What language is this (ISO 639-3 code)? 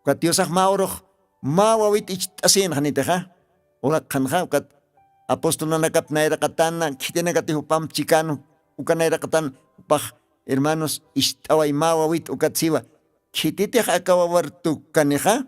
aym